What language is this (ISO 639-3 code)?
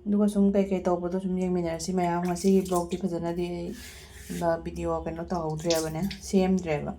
mni